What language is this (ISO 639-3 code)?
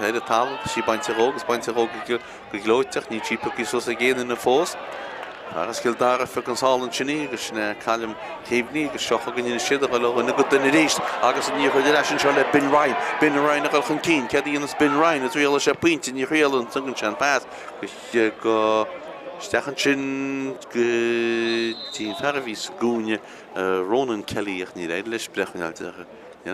gle